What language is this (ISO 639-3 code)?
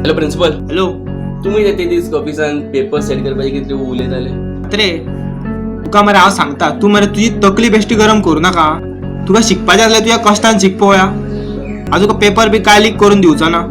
kok